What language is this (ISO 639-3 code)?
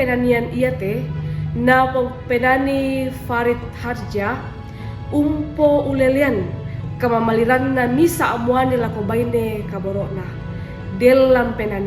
sda